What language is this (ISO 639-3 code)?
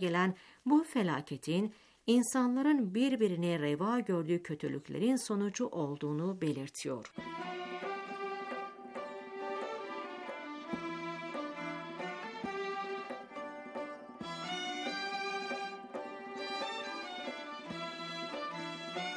tur